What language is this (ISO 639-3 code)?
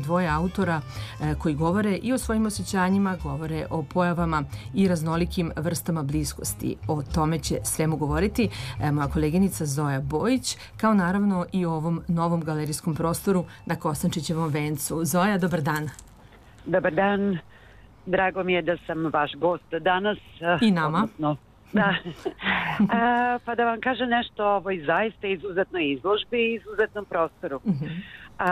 srp